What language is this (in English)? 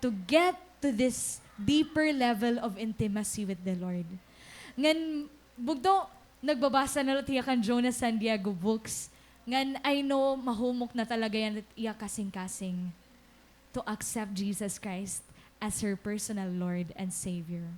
Waray